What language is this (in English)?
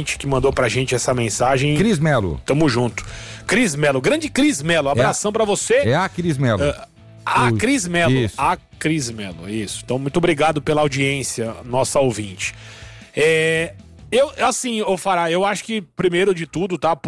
Portuguese